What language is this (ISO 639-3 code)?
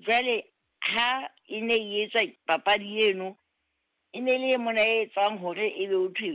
sot